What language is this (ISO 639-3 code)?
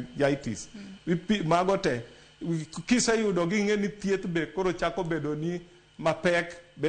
luo